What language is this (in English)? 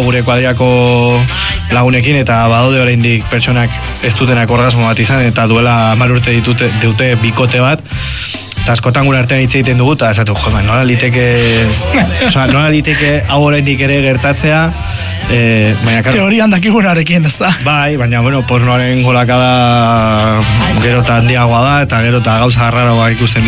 Basque